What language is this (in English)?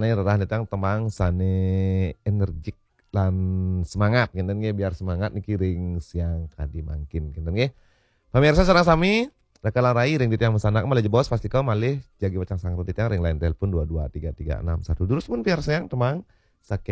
Balinese